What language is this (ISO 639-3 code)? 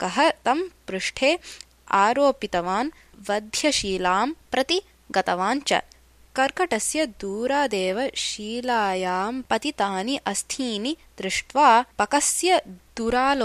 san